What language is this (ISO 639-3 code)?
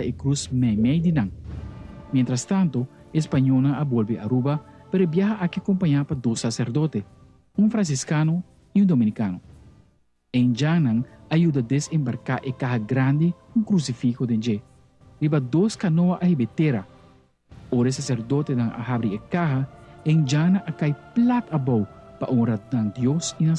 pap